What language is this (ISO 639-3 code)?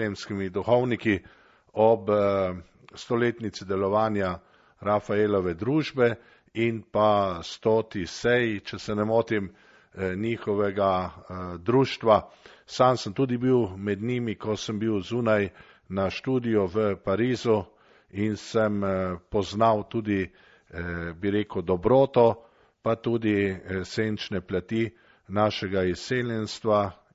slv